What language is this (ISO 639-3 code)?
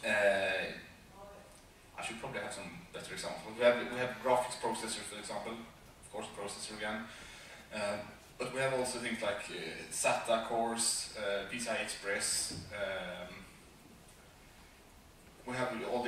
eng